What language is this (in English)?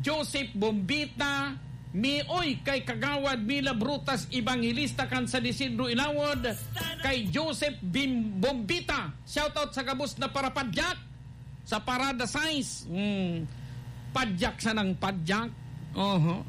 Bikol